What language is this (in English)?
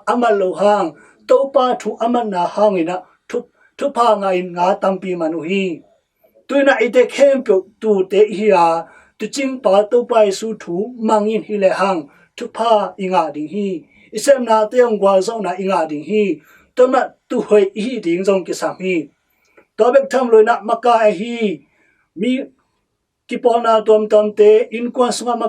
Tedim Chin